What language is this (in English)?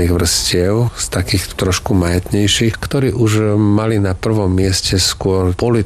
Slovak